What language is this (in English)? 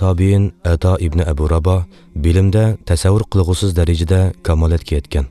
Uyghur